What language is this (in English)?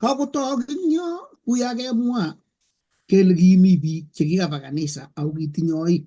Kalenjin